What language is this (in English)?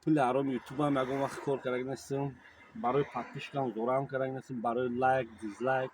Tajik